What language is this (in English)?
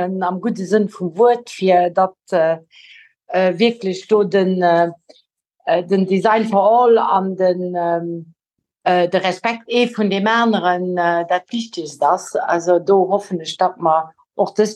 Luxembourgish